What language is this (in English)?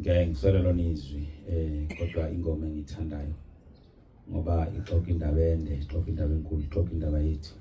Zulu